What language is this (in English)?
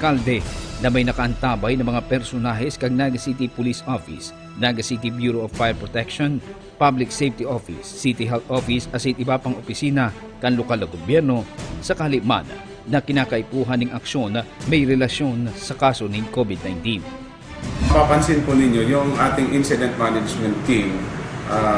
Bikol